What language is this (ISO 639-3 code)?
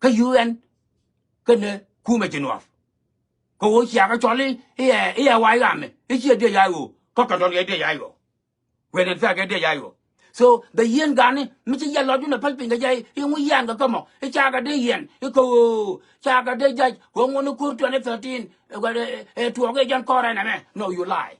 nus